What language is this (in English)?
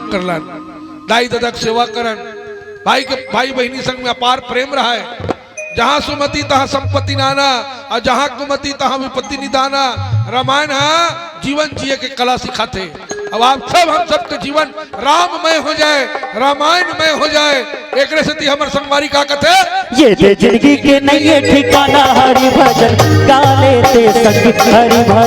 Chhattisgarhi